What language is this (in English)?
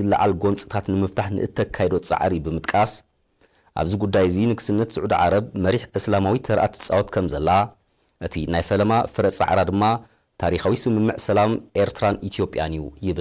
Tigrinya